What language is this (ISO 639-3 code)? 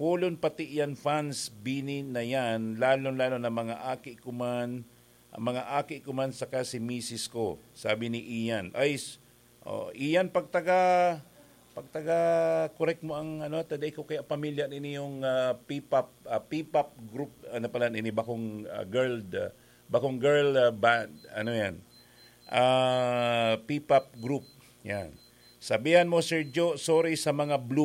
bik